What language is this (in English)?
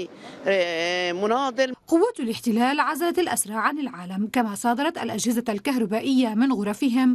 Arabic